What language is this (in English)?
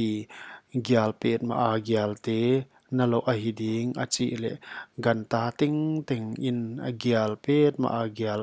Paite Chin